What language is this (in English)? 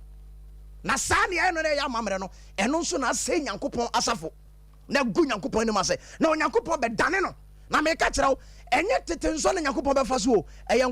Akan